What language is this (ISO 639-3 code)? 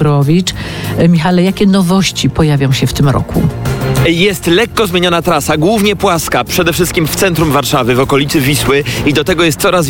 pol